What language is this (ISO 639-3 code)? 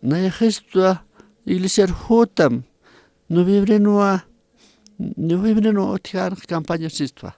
aym